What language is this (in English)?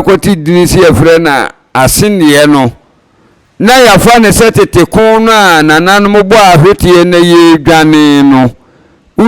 Akan